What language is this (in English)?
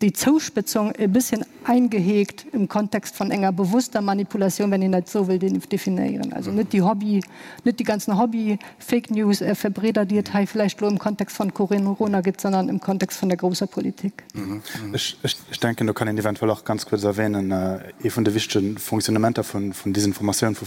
Luxembourgish